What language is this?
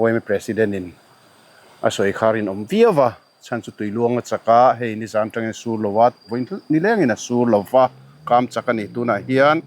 Mizo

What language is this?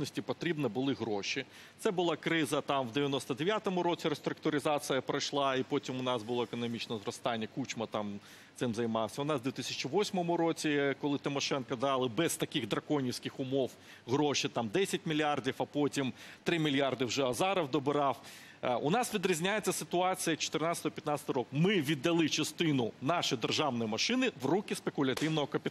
Ukrainian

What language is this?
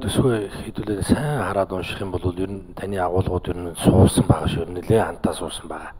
Mongolian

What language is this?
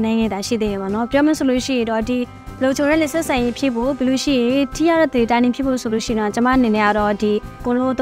Burmese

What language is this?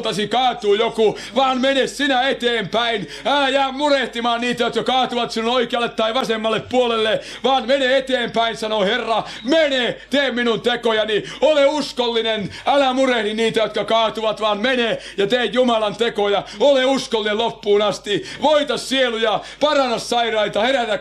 Finnish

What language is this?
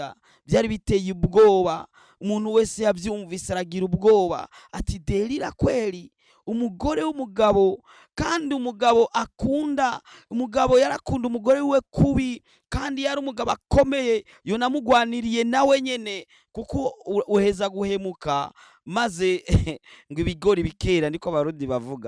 Rundi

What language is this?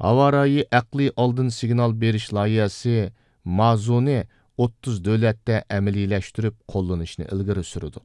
Uyghur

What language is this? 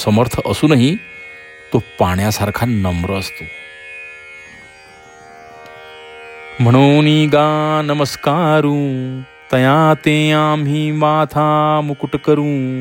Marathi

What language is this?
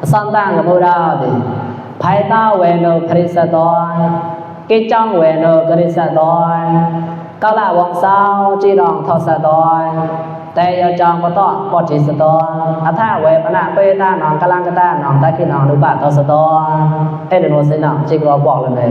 Mon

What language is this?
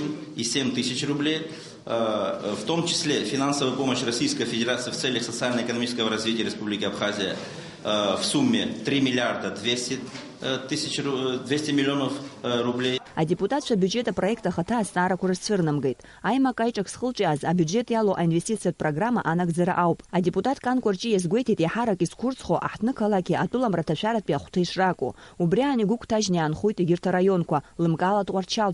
Abkhazian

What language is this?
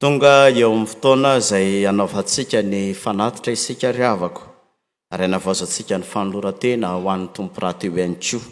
Malagasy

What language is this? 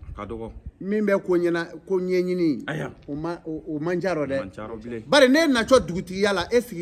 Bambara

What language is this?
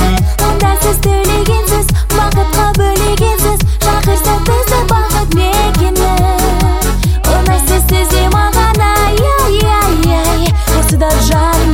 Kazakh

